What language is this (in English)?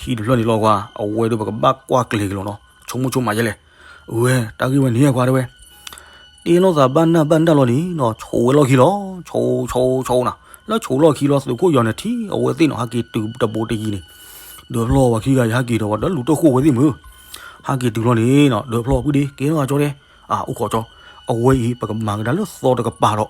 S'gaw Karen